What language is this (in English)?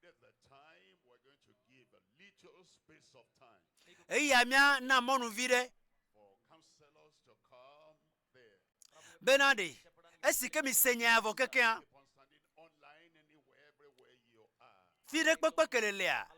Ewe